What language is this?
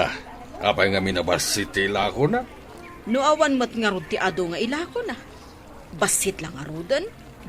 Iloko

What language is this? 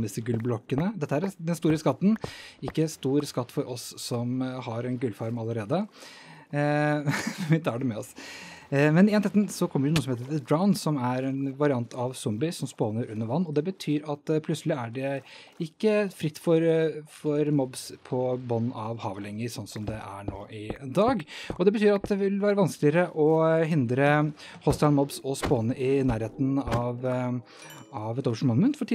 Norwegian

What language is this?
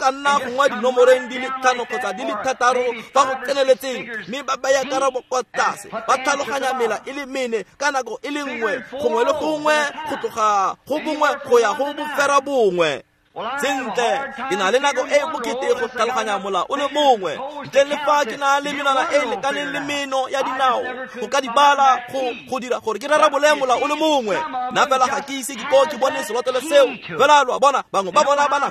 Tswana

